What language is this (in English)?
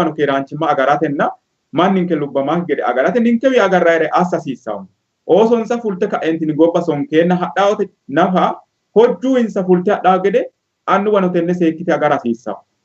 Sidamo